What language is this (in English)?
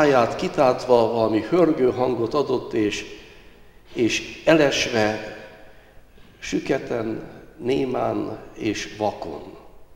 Hungarian